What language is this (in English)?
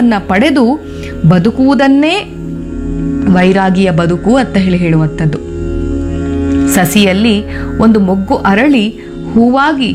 Kannada